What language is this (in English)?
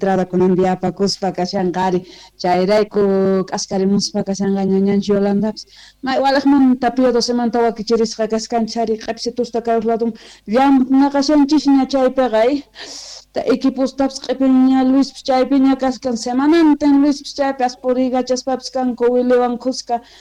South Bolivian Quechua